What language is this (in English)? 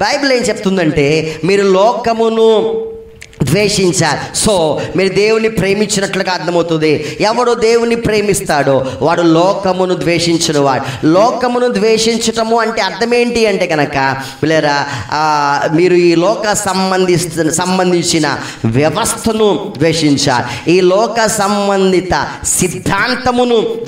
Telugu